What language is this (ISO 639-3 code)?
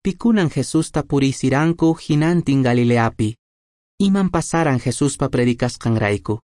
que